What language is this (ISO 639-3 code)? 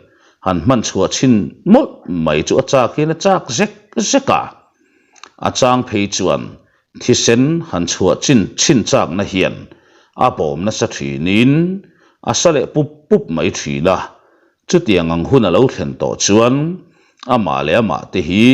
lus